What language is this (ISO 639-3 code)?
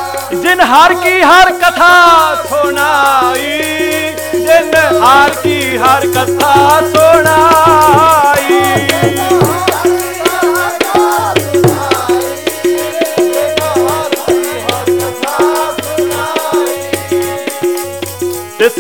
pan